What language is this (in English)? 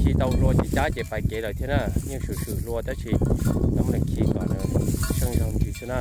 Hmong